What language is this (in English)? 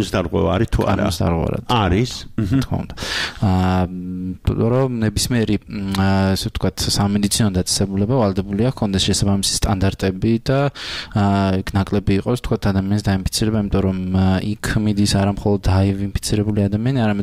Georgian